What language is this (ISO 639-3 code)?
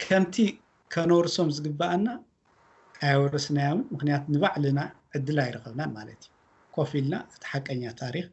tir